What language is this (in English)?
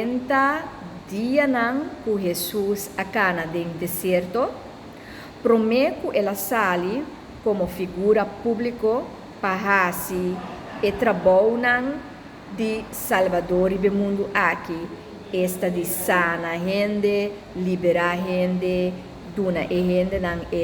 Papiamento